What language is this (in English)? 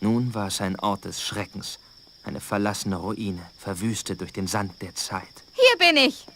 Bavarian